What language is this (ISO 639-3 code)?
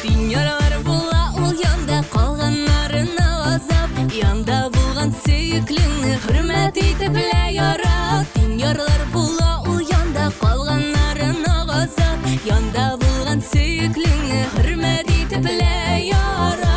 tat